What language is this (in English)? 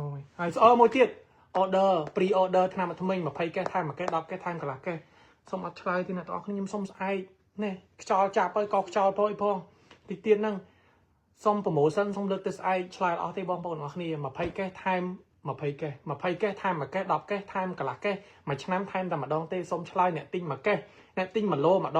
Khmer